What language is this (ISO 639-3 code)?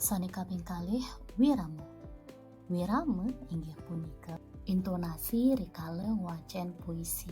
ban